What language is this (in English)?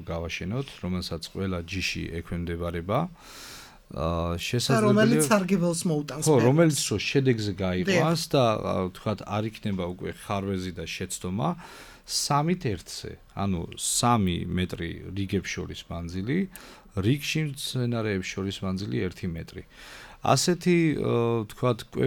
Georgian